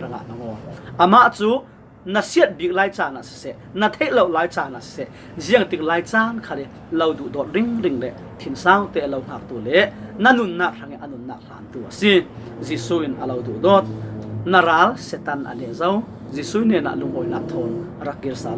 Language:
Falam Chin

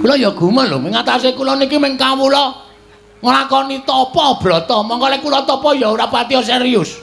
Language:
Javanese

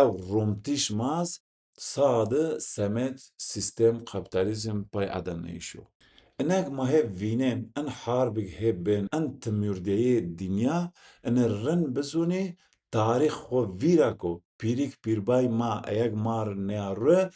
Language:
Zaza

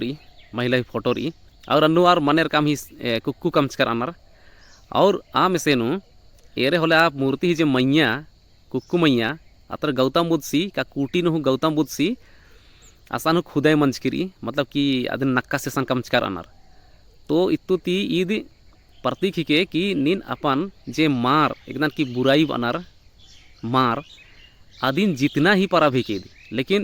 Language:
Kurukh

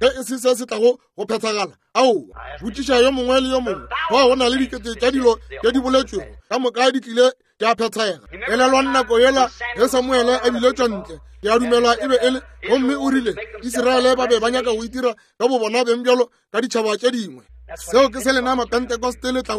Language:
Northern Sotho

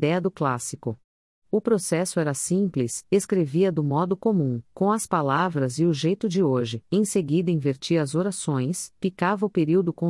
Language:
Portuguese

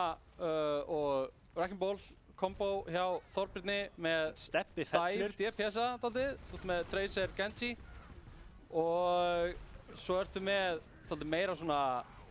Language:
Icelandic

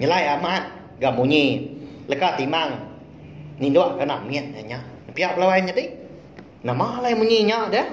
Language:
Iban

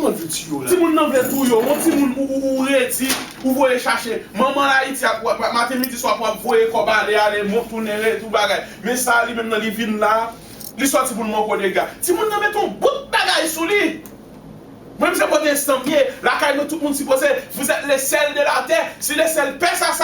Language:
Haitian Creole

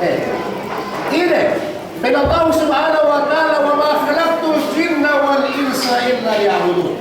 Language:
Yakan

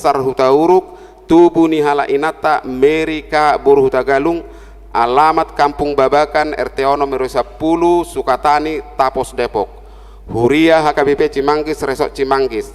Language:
Batak Toba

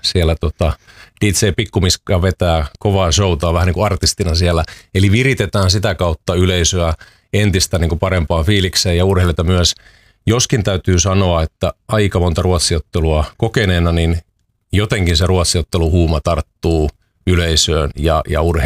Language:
Finnish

